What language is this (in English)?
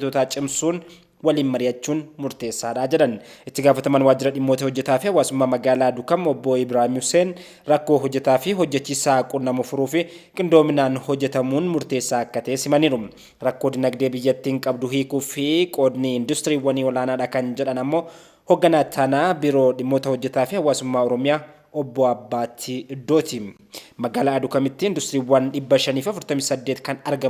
Oromo